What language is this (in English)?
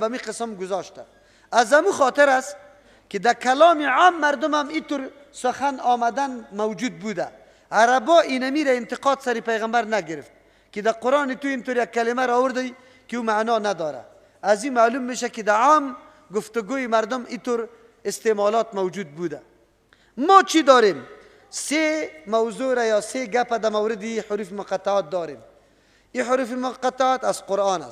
Persian